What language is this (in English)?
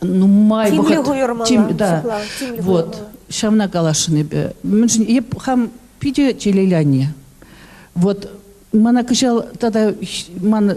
Chuvash